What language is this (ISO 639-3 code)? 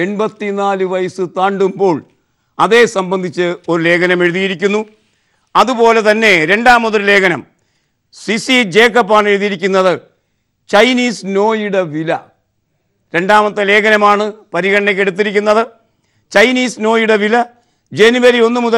mal